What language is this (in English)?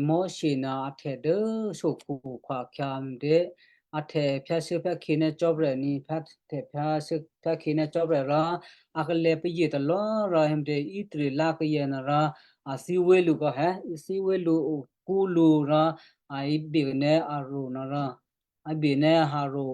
Western Kayah